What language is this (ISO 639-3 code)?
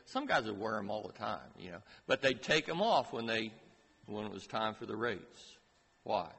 eng